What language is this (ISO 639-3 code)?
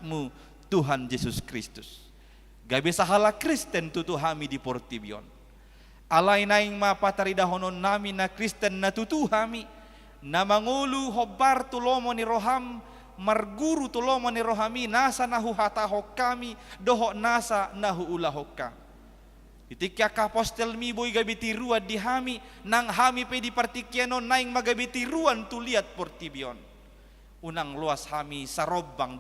bbc